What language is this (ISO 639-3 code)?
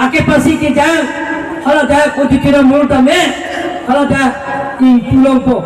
mjw